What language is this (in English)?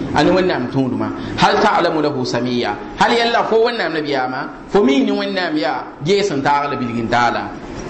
Mossi